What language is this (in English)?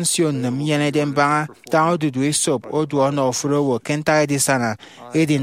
Efik